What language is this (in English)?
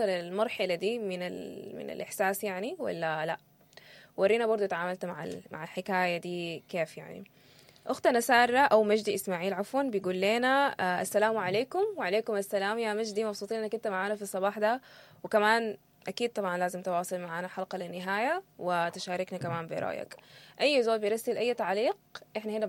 Sudanese Arabic